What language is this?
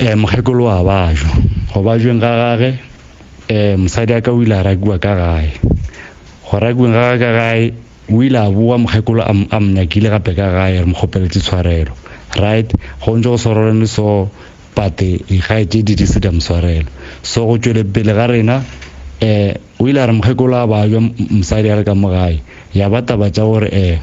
Northern Sotho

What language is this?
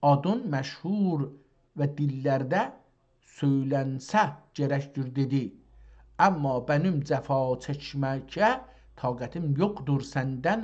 South Azerbaijani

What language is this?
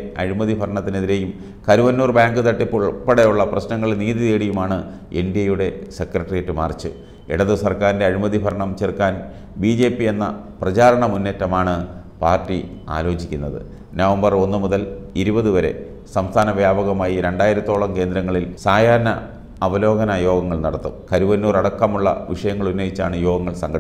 Malayalam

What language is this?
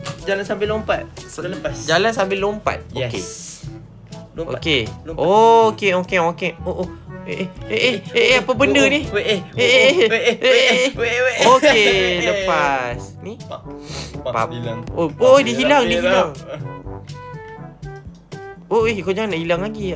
Malay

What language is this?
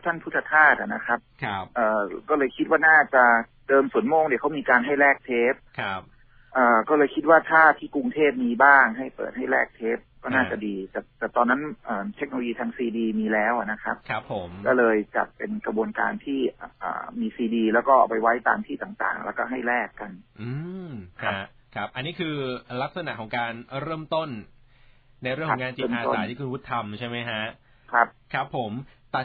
Thai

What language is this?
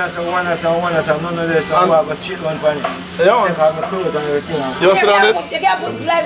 Jamaican Creole English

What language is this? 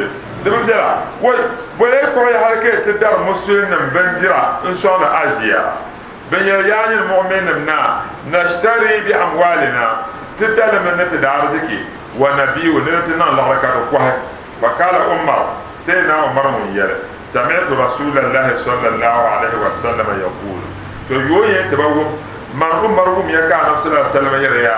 Dagbani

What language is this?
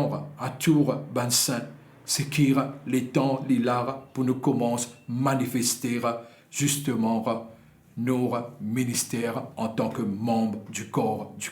Morisyen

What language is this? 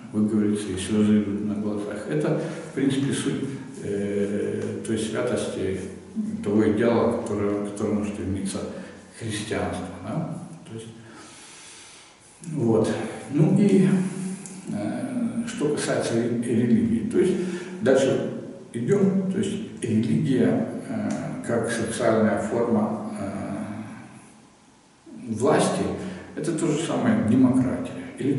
Russian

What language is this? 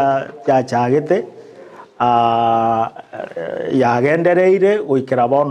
Gusii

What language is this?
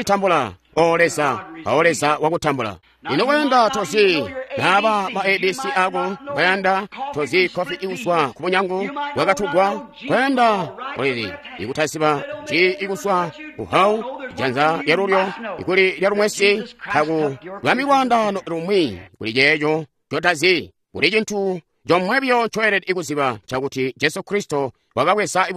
Tonga (Zambia)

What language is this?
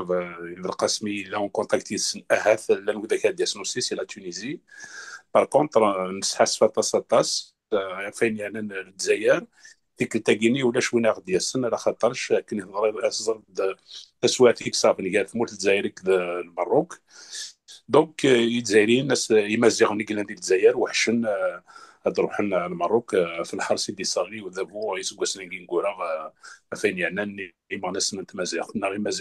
Kabyle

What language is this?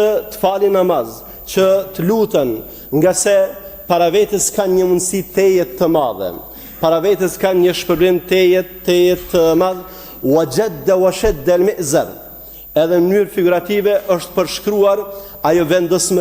Albanian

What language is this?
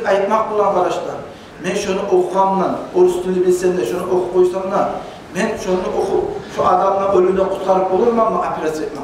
Kumyk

